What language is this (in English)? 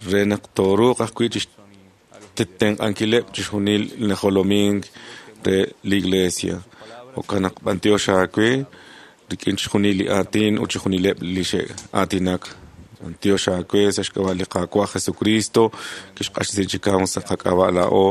Kekchí